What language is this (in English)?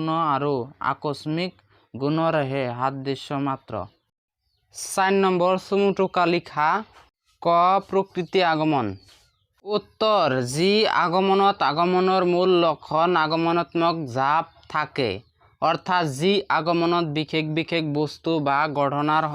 Assamese